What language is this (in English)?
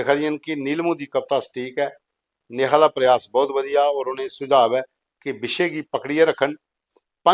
Dogri